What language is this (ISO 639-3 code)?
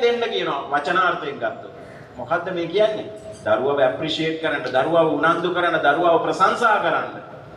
sin